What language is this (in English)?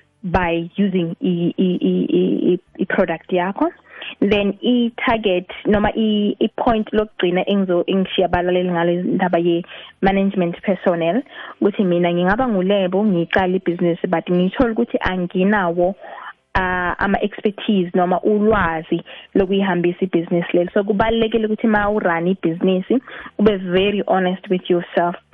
South Ndebele